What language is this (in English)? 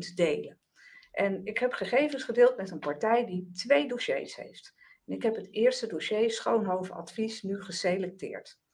Dutch